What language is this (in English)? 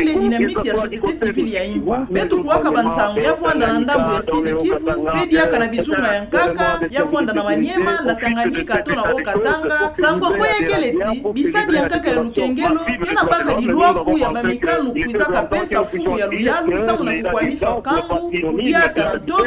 Kituba (Democratic Republic of Congo)